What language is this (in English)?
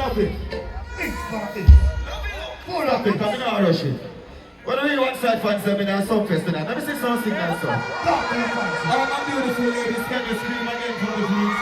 Jamaican Creole English